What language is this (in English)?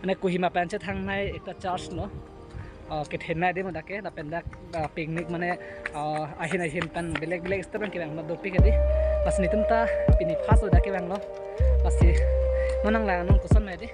Karbi